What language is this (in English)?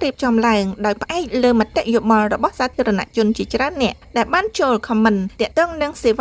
Khmer